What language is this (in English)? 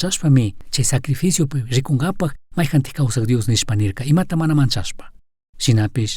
Chimborazo Highland Quichua